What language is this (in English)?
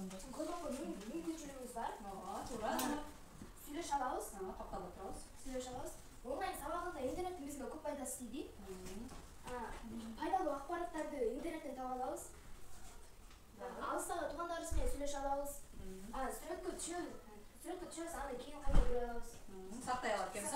Kyrgyz